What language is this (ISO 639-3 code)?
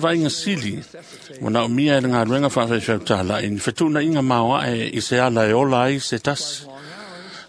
smo